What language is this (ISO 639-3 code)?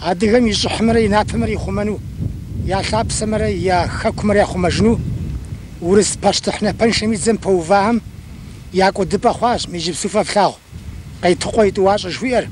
kbd